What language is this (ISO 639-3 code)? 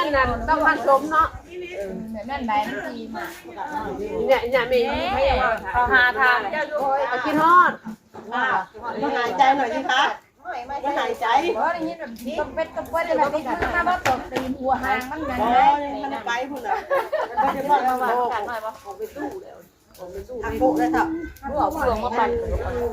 tts